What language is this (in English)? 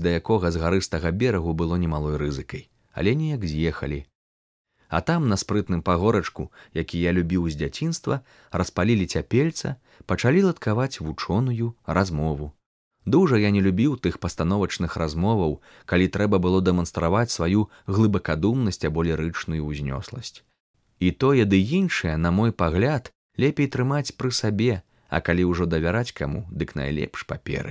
Belarusian